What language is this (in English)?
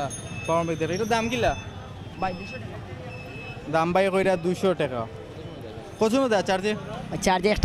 Sylheti